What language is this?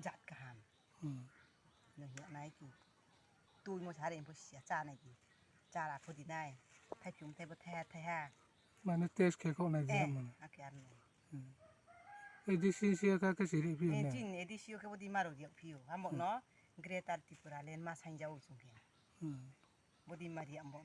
Riang (India)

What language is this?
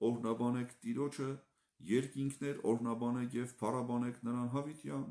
Armenian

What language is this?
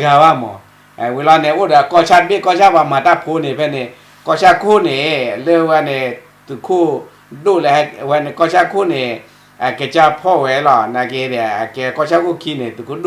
S'gaw Karen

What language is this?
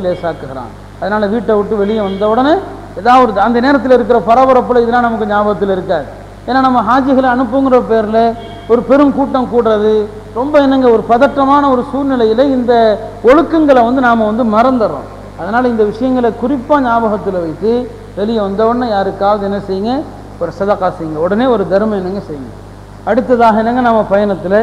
Tamil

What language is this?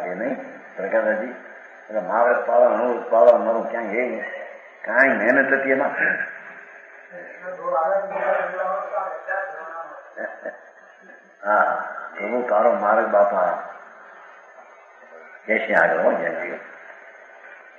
Gujarati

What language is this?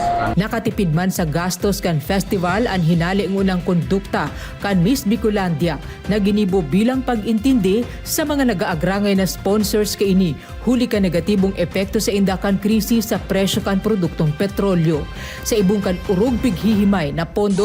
Bikol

